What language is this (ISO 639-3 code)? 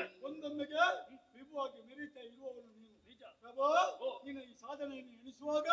kan